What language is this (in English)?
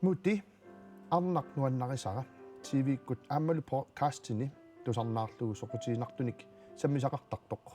Kalaallisut